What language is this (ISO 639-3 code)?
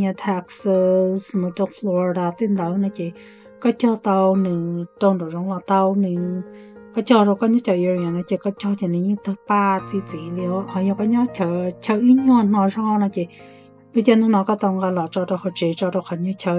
hmn